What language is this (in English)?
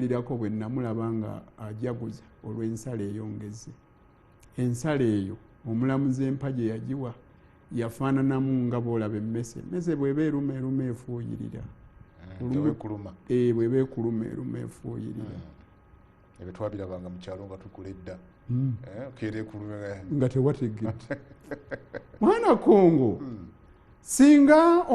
Ganda